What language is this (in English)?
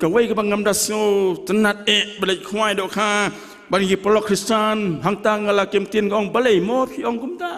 Khasi